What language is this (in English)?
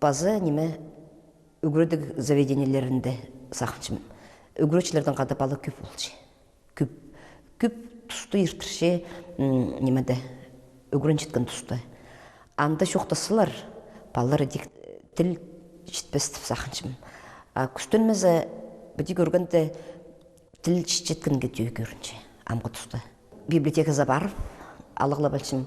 Khakas